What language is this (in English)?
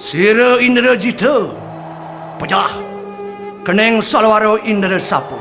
Balinese